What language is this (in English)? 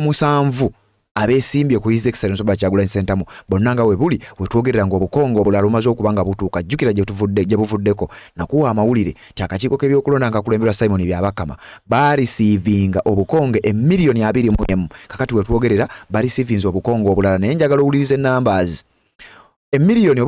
Ganda